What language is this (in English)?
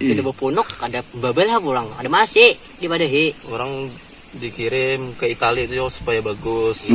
Banjar